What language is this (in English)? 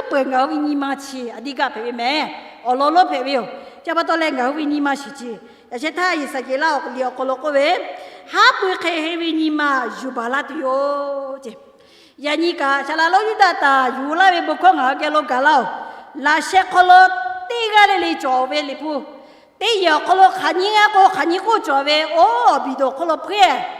Lahu